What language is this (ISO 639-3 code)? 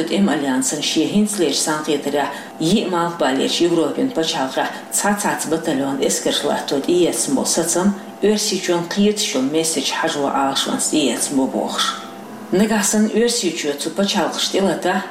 che